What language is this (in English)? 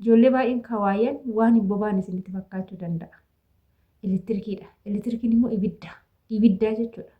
Oromo